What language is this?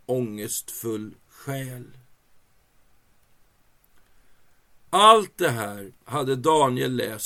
Swedish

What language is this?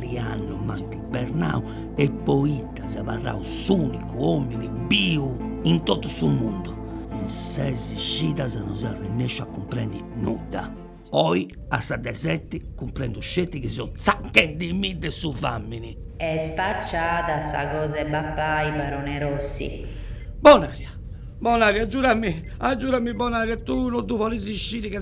Sardinian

